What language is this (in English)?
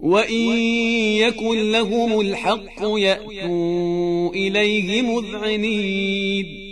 Armenian